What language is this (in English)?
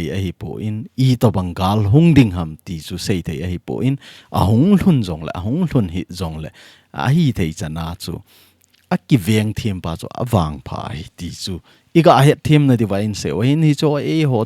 Thado Chin